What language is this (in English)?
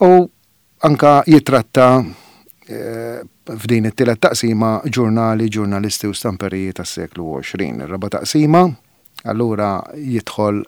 Maltese